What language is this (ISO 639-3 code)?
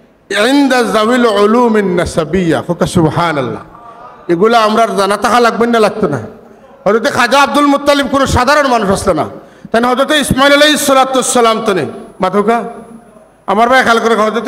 syl